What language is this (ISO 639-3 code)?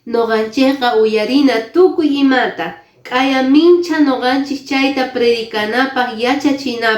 que